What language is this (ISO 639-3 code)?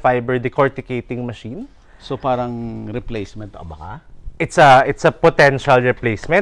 fil